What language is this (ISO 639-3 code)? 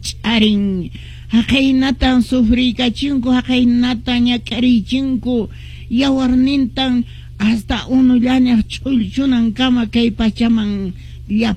que